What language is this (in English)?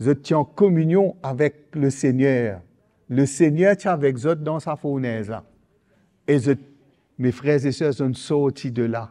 Morisyen